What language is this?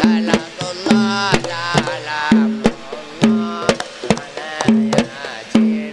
Madurese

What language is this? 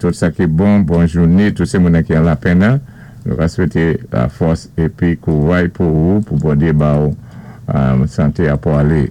Saint Lucian Creole French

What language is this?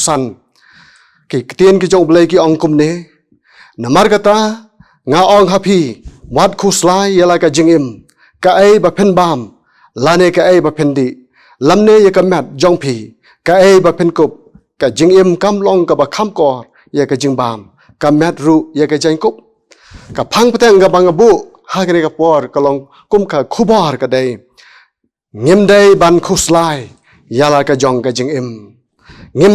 Khasi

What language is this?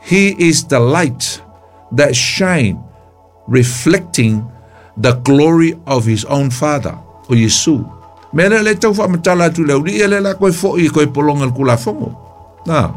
Samoan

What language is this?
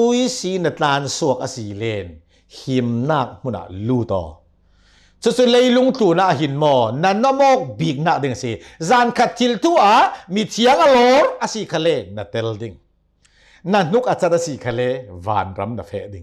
Hakha Chin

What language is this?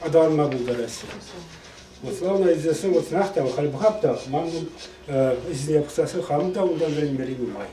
Chuvash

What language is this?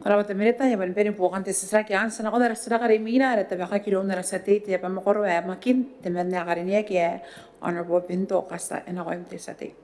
Gilbertese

